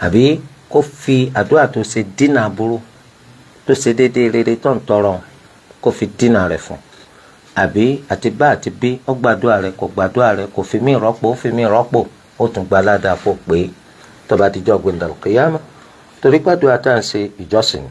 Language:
Yoruba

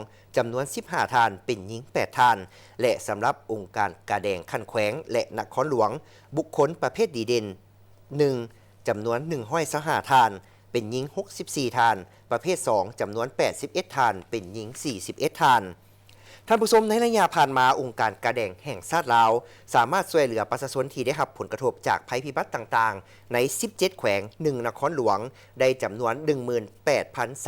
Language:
Lao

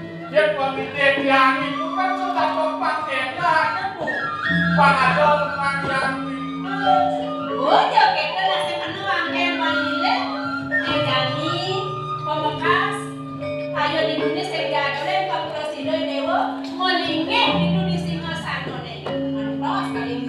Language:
Balinese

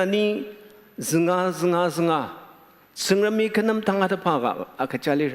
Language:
Ao Naga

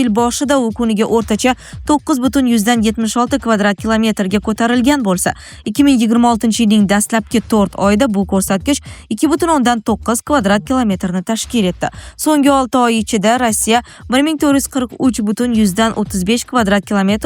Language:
Uzbek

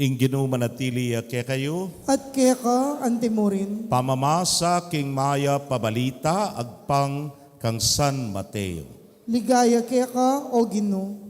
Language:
Pampanga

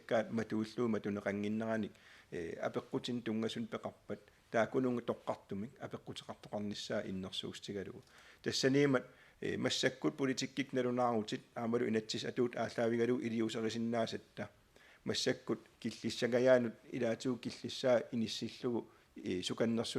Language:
Kalaallisut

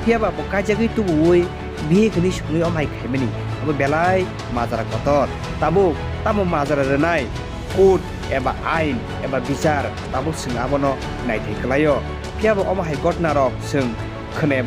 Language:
Kok Borok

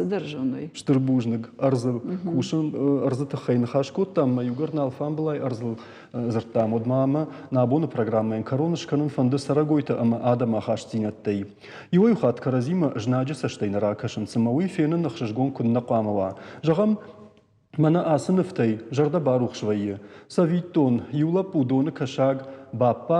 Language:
Ossetic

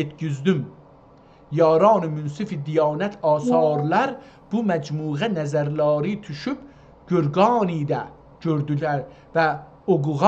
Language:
South Azerbaijani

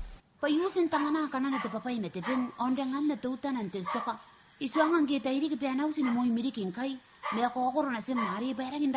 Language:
Gilbertese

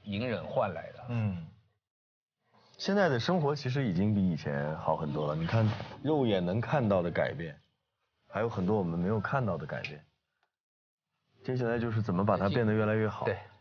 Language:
Chinese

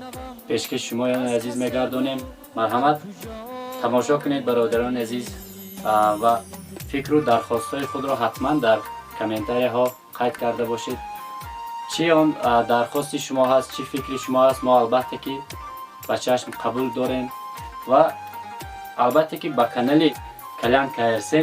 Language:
Tajik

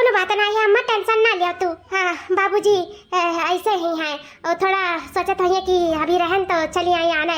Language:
Awadhi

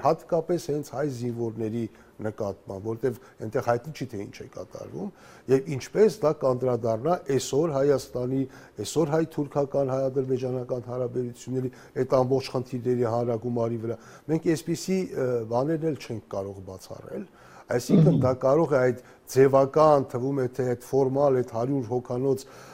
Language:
Armenian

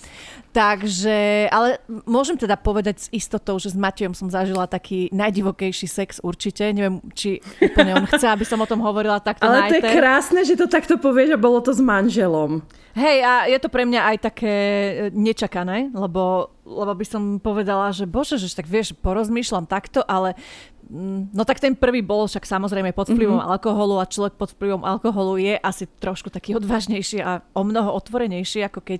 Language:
Slovak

